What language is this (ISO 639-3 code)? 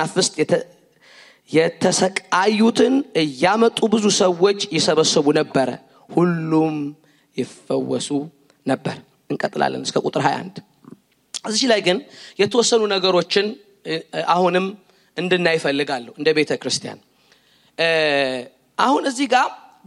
amh